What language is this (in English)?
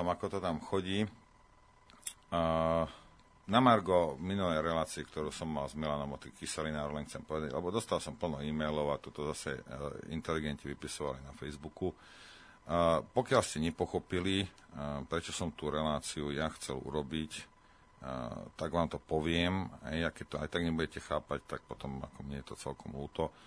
Slovak